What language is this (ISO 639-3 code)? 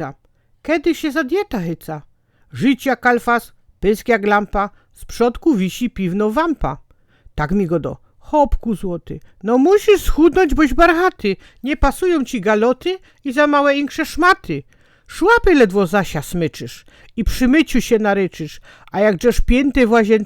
szl